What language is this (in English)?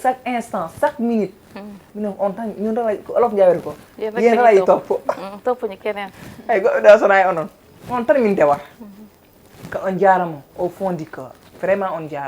Fula